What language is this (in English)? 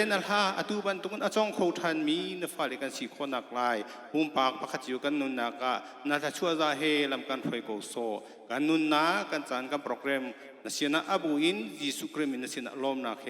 Hakha Chin